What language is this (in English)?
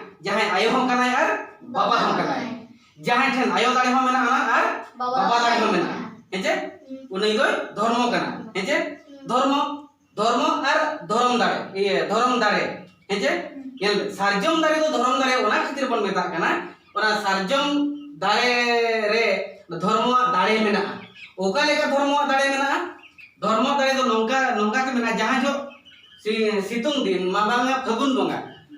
Santali